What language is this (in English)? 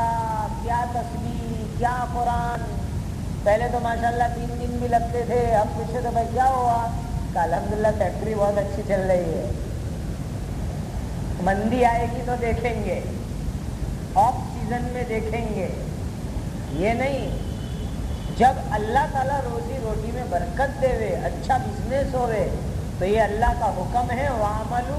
Urdu